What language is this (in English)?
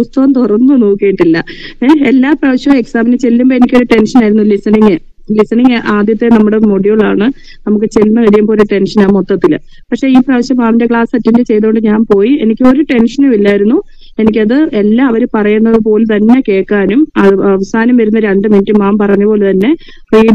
Malayalam